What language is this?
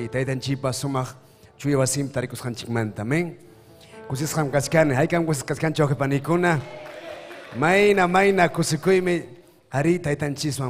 Ayacucho Quechua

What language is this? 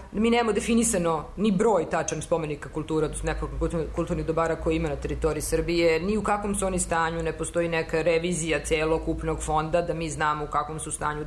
Serbian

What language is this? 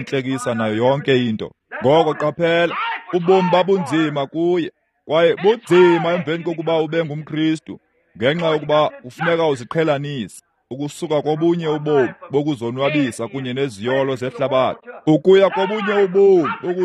Xhosa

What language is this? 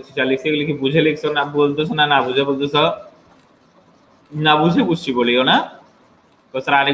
Bangla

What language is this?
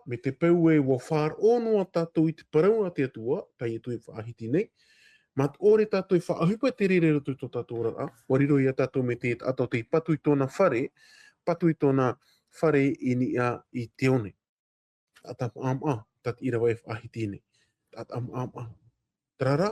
Tahitian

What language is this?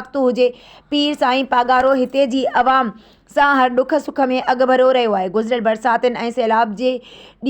Sindhi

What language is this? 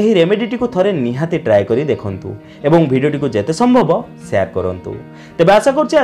Odia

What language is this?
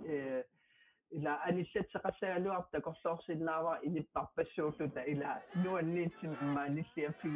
Kalaallisut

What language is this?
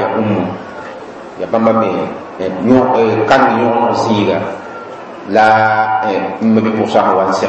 Mossi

